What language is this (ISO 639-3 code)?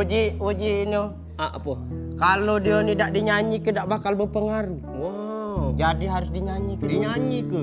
mui